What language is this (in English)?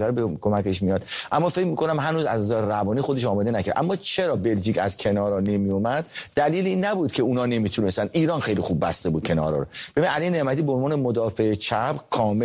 Persian